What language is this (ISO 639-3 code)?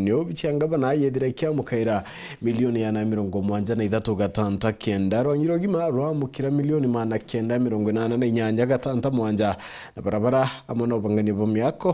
mer